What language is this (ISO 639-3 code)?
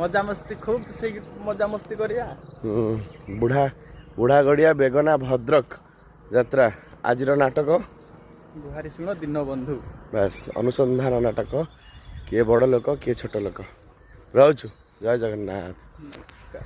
ori